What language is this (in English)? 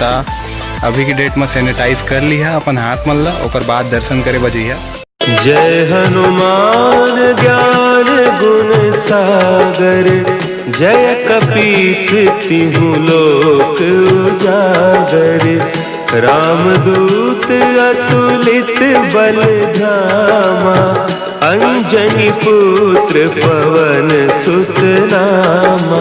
Chhattisgarhi